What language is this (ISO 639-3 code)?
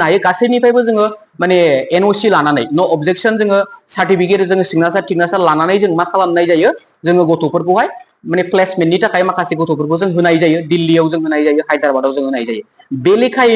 brx